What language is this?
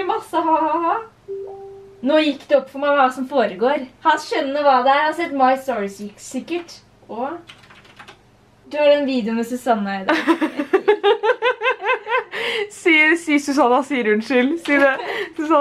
Norwegian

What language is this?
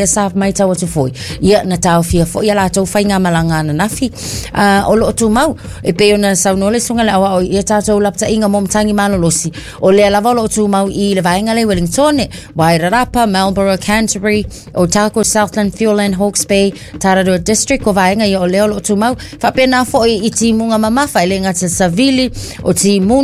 Samoan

